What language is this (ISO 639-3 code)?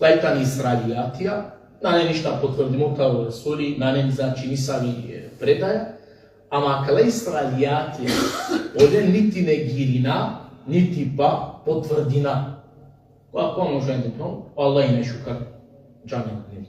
rmn